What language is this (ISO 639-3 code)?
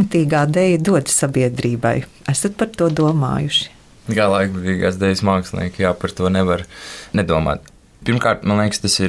lav